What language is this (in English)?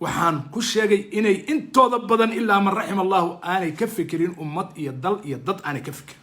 Somali